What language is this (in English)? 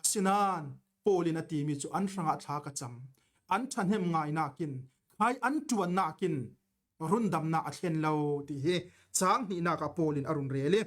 Falam Chin